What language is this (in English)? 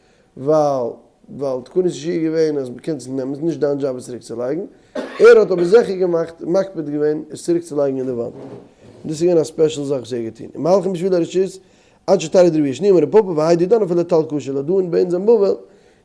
Yiddish